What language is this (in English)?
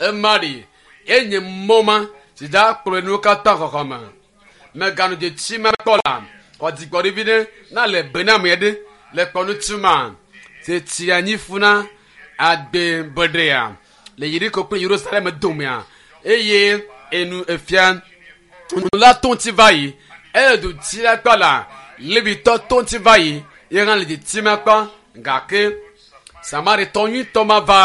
Ewe